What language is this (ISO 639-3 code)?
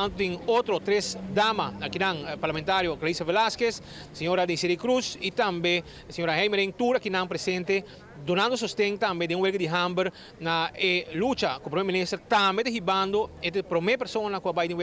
pap